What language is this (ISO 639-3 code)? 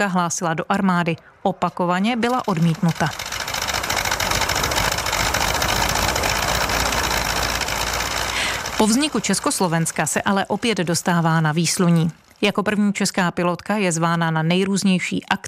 ces